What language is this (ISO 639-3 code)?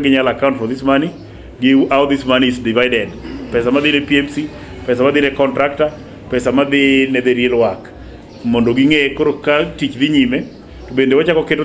luo